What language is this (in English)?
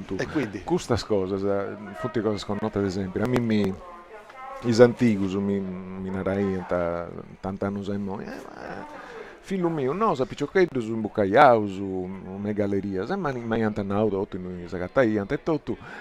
Sardinian